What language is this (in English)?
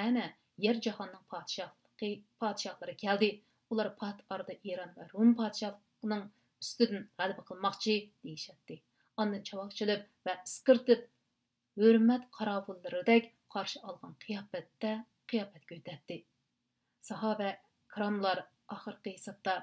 Uyghur